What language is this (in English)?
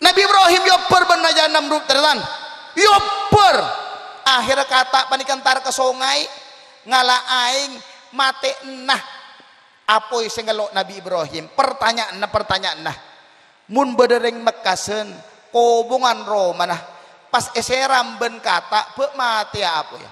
Madurese